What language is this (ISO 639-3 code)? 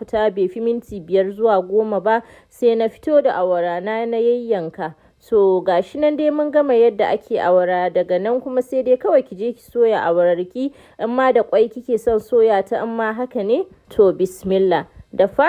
hau